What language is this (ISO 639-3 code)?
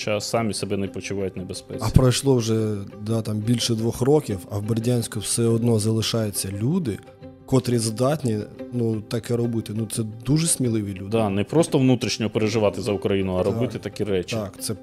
ukr